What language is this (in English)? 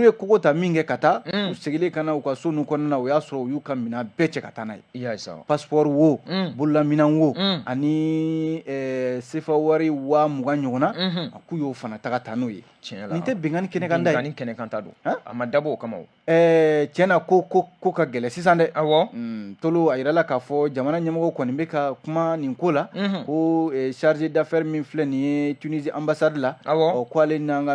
Bambara